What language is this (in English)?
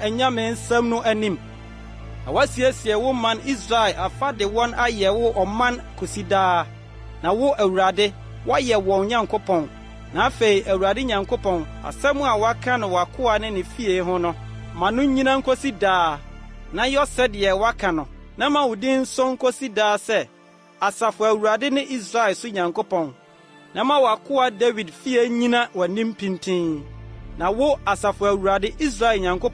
Akan